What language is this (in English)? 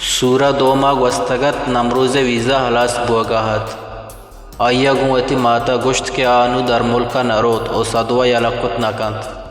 Baluchi